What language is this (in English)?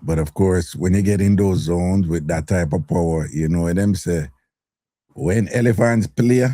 Jamaican Creole English